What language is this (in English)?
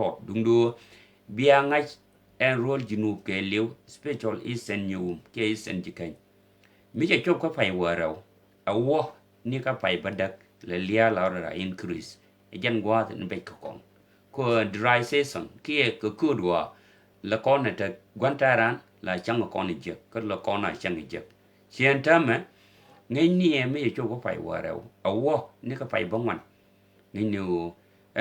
Nuer